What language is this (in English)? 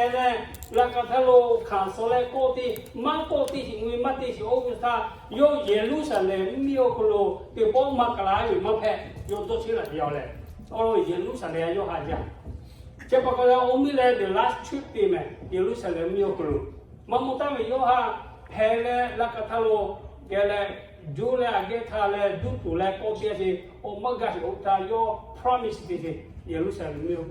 Lahu